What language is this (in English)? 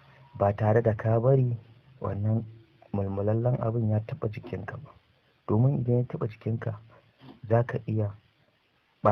Hausa